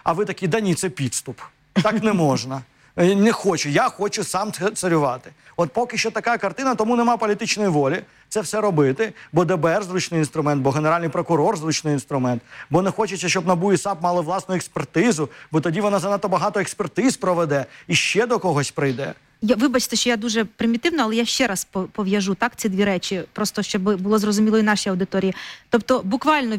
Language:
Ukrainian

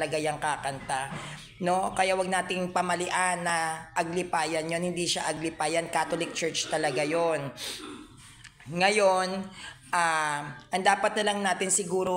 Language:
Filipino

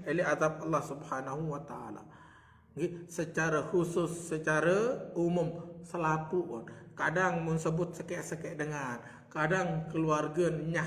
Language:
Sasak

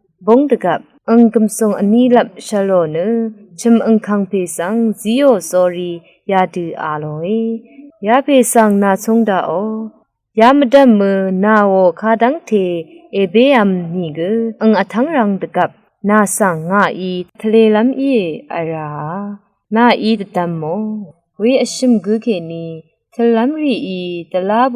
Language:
Rawang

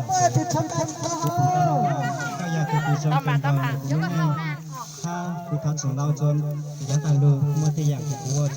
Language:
Hmong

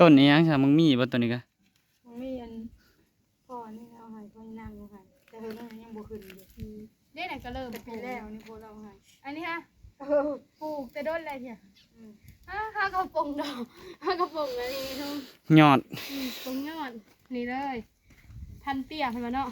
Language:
Northeastern Thai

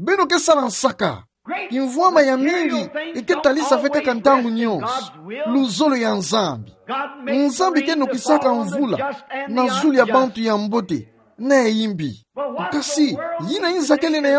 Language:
Kituba (Democratic Republic of Congo)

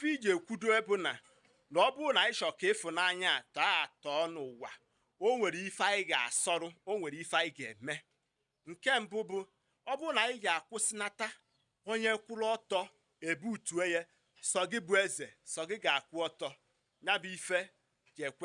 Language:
Igbo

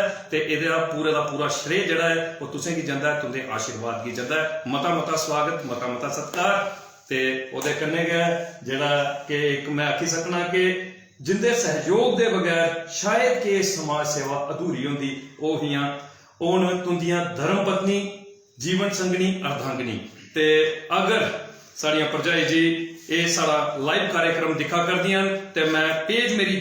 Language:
Dogri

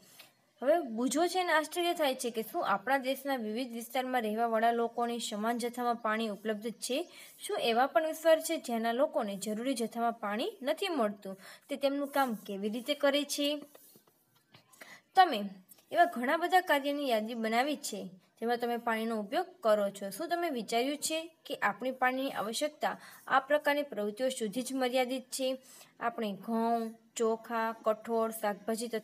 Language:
Gujarati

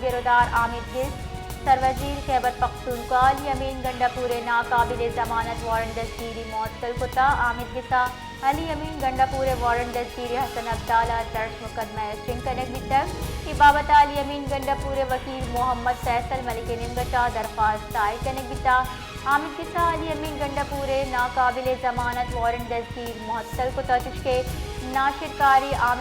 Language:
Baluchi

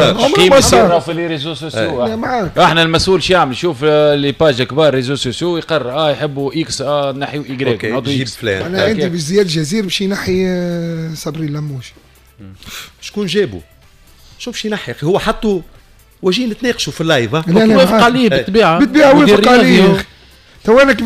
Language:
Tunisian Arabic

